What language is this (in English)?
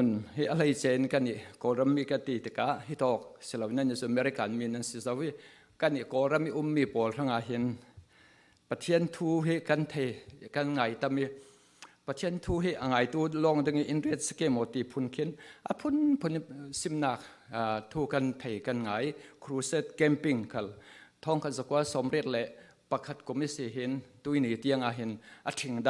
Falam Chin